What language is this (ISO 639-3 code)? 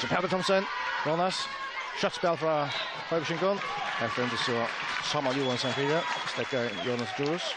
fao